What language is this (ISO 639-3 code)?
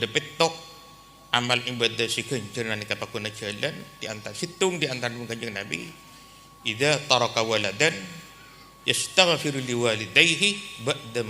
mad